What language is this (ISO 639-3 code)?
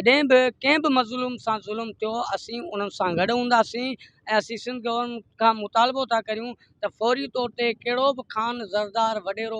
snd